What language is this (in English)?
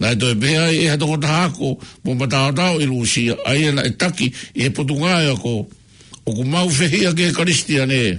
Tongan